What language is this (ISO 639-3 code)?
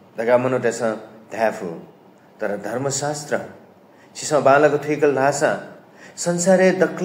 new